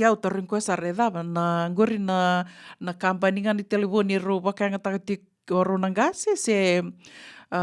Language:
Fijian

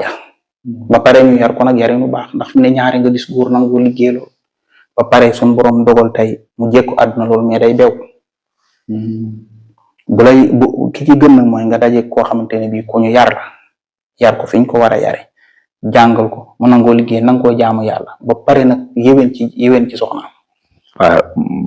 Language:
Wolof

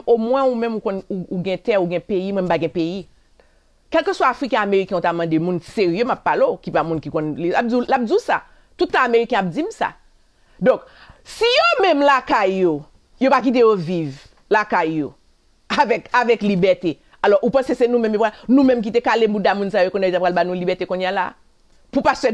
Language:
Haitian Creole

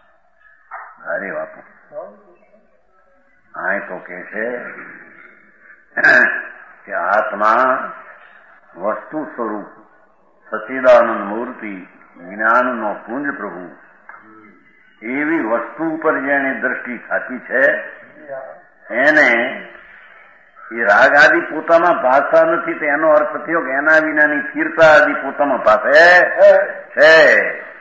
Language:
Gujarati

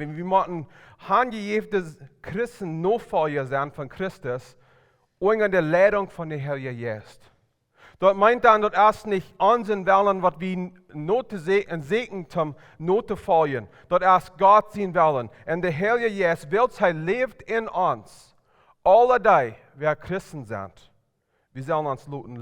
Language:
Plautdietsch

